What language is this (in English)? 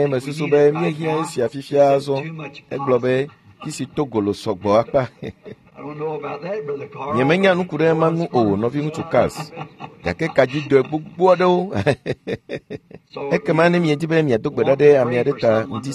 Ewe